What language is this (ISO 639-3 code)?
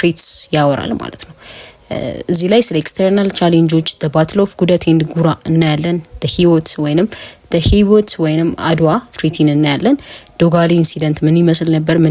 amh